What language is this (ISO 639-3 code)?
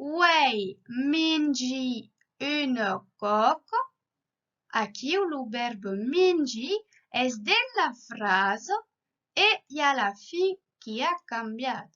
oci